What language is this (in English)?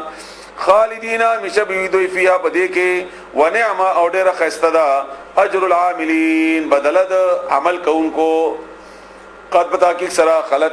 Pashto